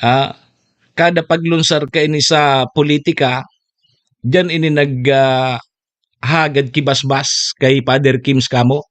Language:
Bikol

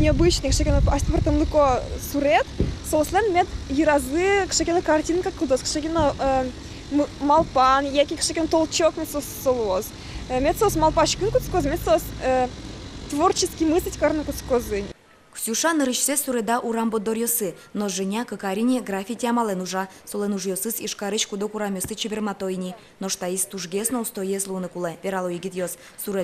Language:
Udmurt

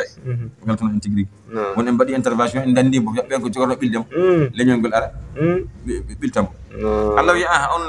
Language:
Fula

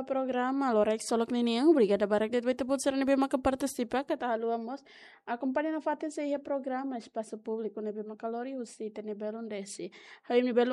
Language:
Tetum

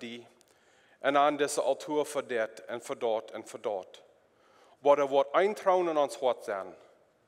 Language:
Plautdietsch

